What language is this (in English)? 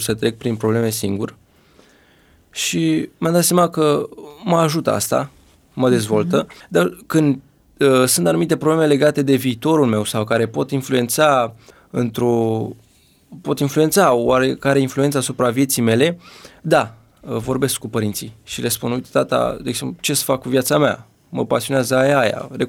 Romanian